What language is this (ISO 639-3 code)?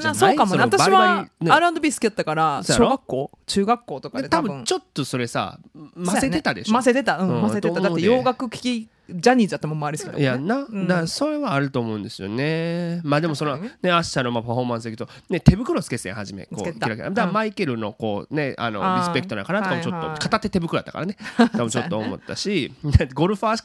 jpn